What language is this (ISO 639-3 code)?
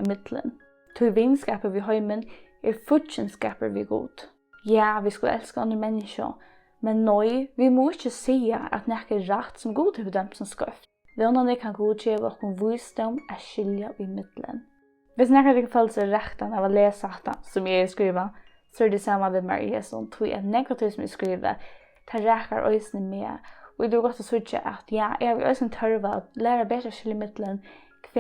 fao